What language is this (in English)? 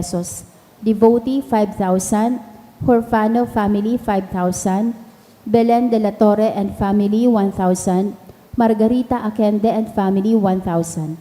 Bikol